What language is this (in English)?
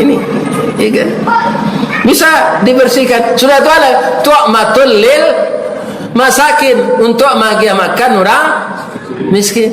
Minangkabau